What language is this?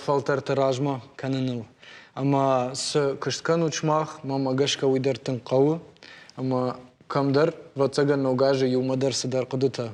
Ossetic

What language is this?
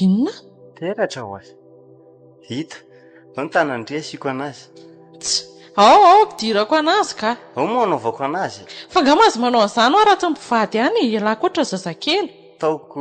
Malagasy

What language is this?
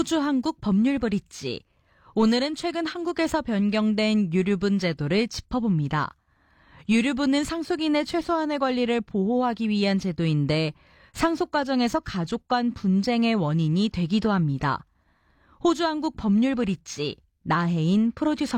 Korean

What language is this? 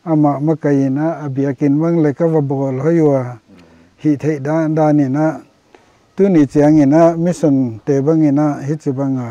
Paite Chin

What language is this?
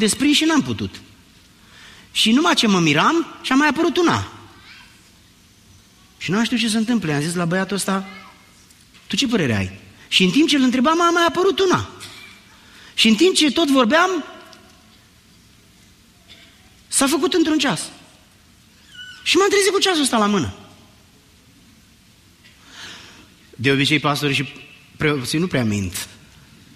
Romanian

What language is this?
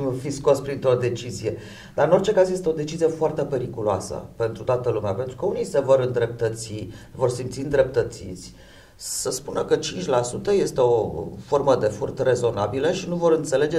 Romanian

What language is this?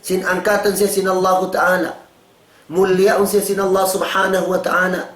Tausug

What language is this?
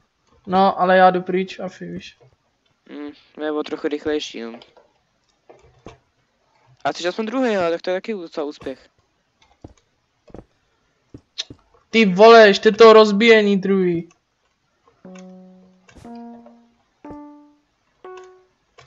Czech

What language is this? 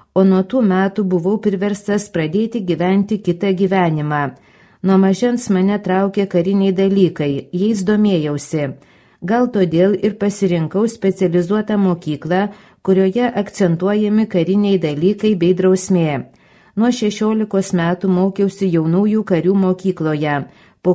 Lithuanian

